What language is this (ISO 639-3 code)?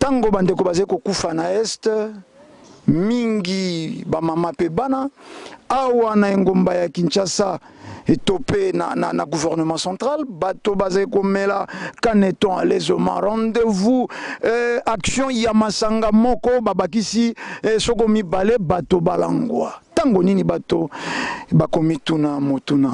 lin